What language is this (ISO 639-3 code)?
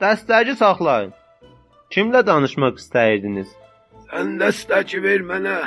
azb